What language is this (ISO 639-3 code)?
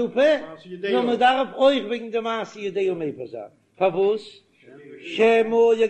yid